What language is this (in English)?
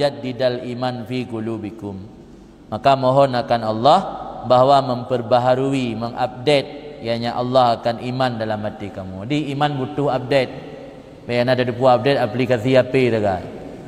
Achinese